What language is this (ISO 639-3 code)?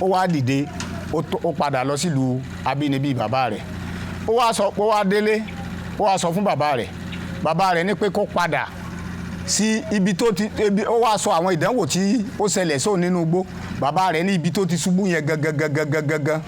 yor